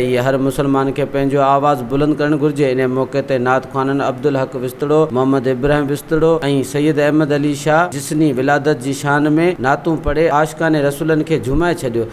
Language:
Sindhi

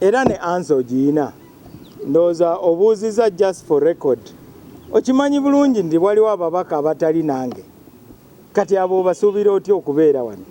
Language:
Ganda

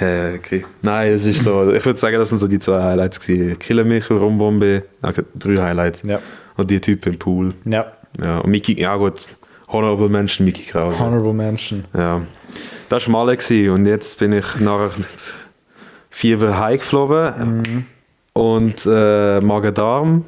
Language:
Swiss German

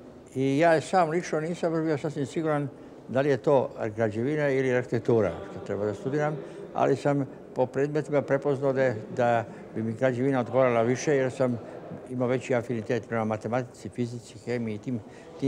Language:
Serbian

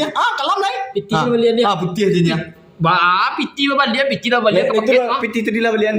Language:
Minangkabau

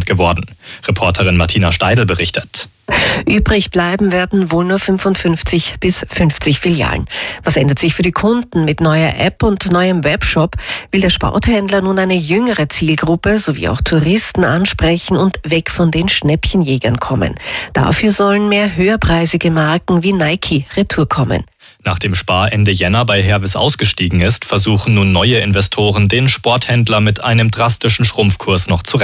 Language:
German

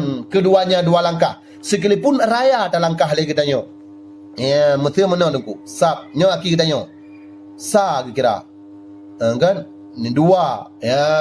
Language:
Achinese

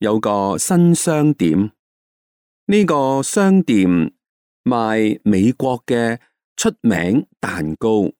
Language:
Cantonese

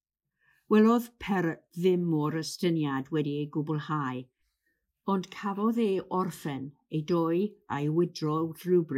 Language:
Welsh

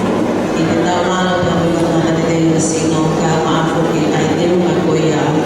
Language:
Tongan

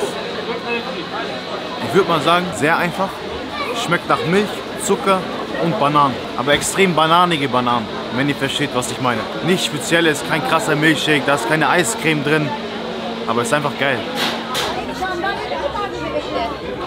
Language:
German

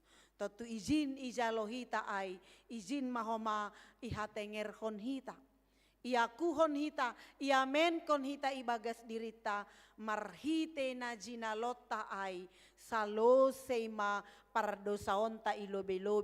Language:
Batak Simalungun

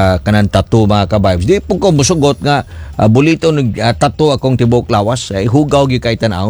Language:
Cebuano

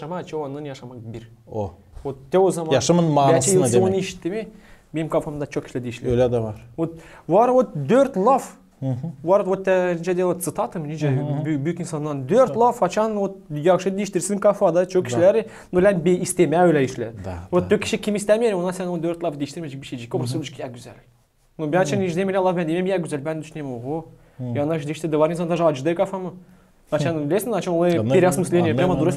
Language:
Gagauz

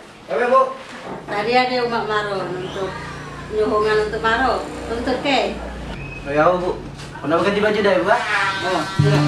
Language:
Musi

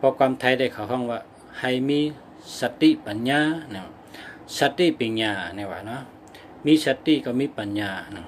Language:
Shan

